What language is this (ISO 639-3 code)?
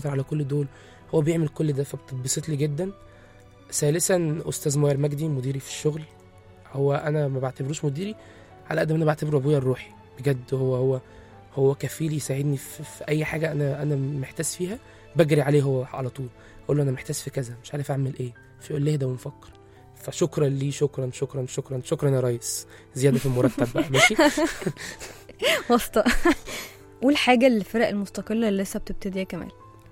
arz